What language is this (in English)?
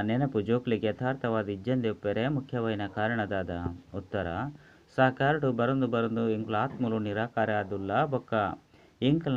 Tulu